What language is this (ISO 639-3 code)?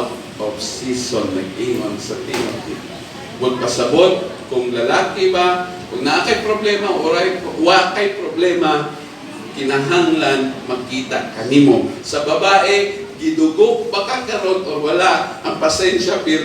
ceb